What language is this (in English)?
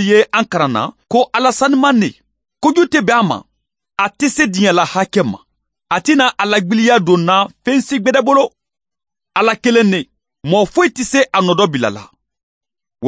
Bambara